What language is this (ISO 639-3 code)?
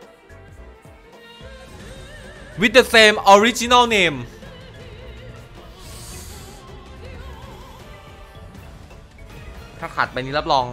tha